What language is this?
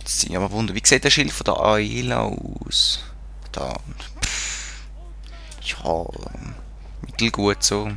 Swiss German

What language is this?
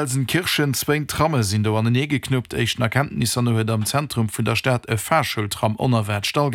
Luxembourgish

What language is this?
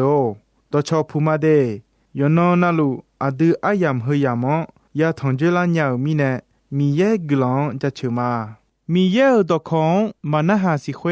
Akha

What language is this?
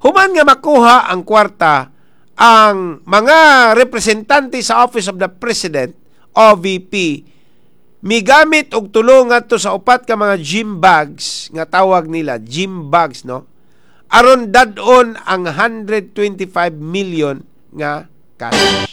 Cebuano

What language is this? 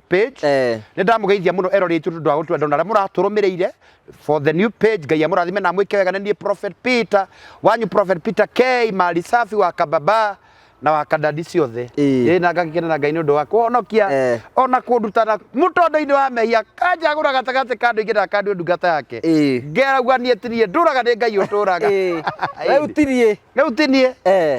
Kikuyu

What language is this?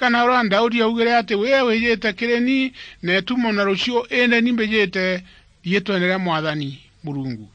Meru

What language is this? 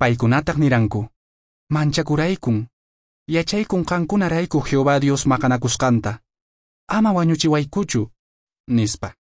Quechua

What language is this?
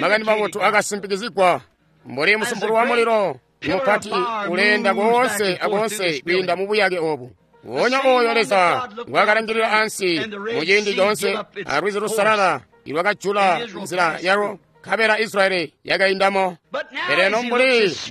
Tonga (Zambia)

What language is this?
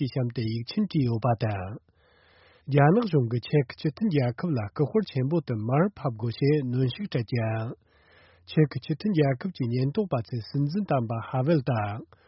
Tibetan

